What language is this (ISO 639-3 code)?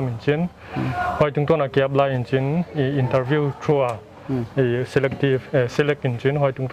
pck